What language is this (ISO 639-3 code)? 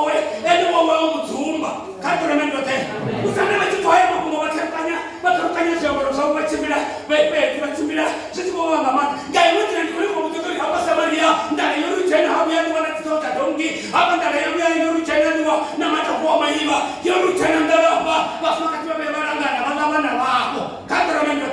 ven